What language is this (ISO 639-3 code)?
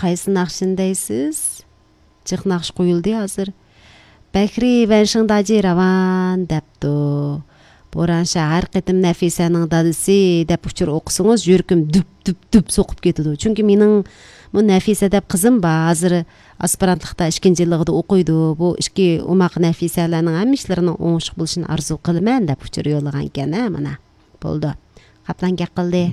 uig